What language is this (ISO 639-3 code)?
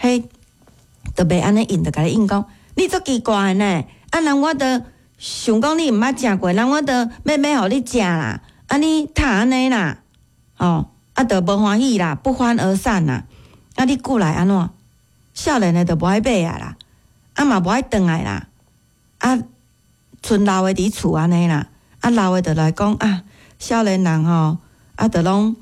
nan